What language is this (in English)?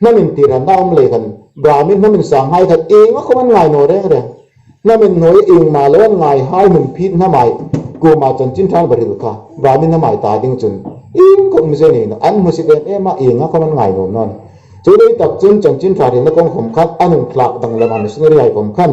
Hmar